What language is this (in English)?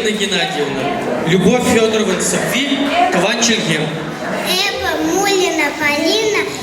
Chuvash